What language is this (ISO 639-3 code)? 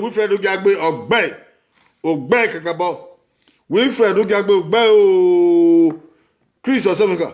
bin